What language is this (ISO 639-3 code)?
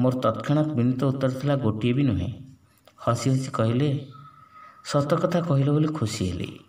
ori